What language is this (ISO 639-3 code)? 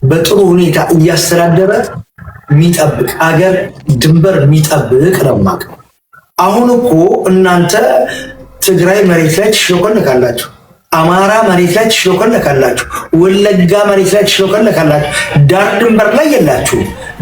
amh